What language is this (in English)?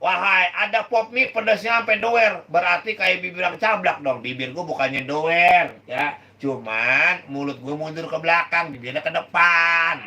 Betawi